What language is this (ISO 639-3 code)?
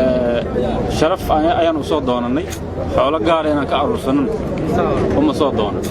som